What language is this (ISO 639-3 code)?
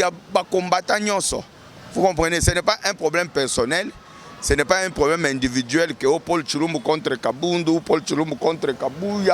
lin